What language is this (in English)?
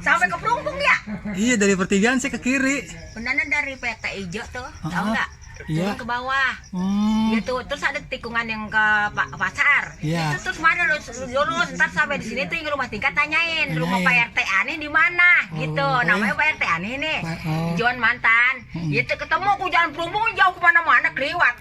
Betawi